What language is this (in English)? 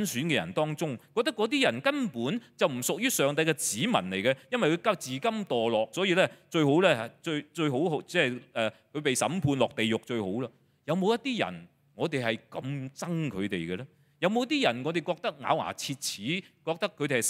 Cantonese